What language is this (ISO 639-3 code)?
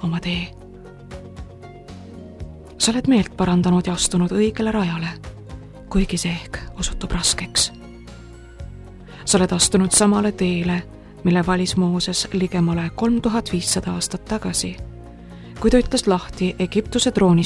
est